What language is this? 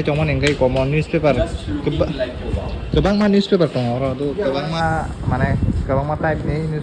Kok Borok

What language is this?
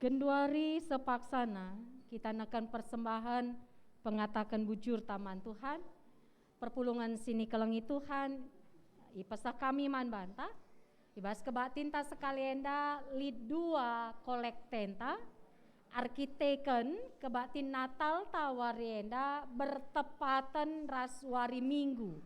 Batak Karo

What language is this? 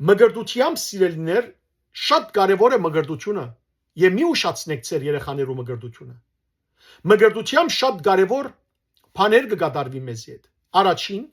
Western Armenian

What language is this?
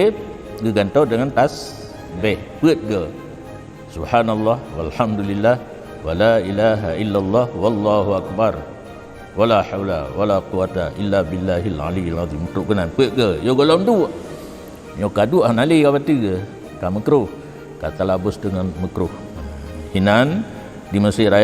Achinese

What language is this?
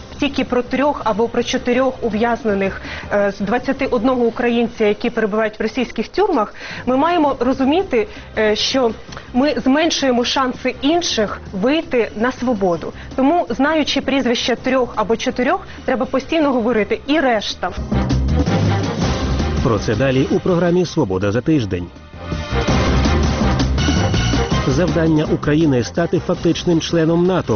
Ukrainian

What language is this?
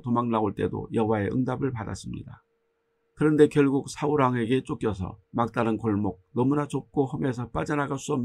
Korean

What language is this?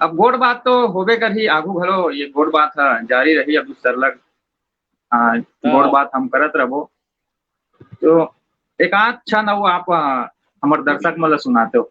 Chhattisgarhi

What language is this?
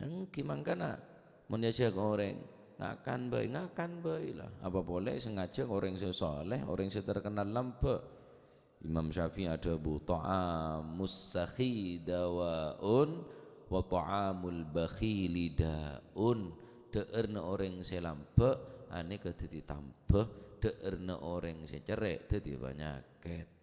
Madurese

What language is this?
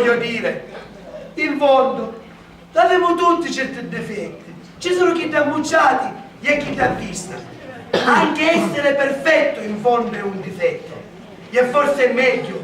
Sicilian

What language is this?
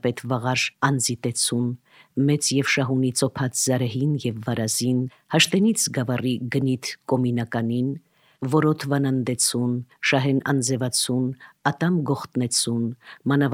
Armenian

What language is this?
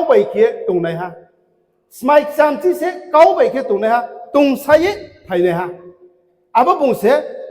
Riang (India)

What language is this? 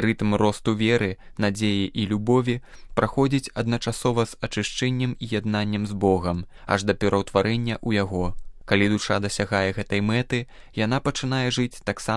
Belarusian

